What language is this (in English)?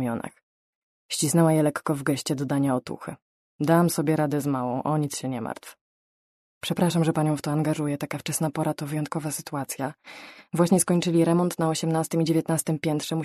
Polish